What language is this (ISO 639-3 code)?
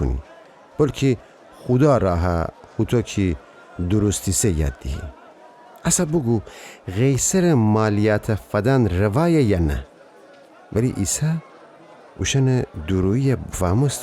glk